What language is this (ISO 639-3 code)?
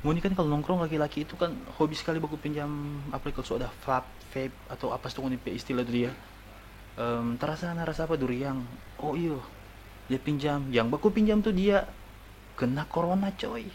xmm